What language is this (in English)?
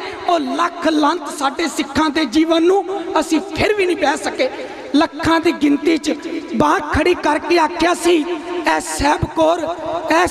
Punjabi